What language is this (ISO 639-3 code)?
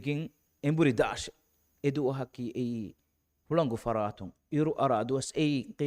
div